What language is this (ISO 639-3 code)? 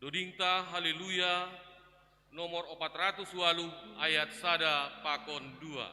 bts